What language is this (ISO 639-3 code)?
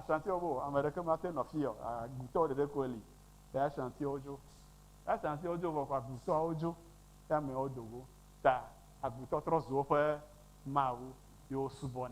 ewe